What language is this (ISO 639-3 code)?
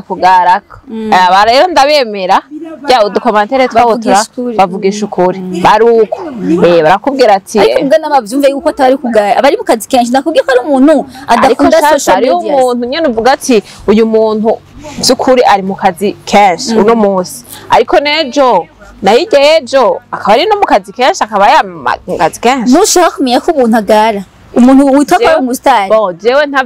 run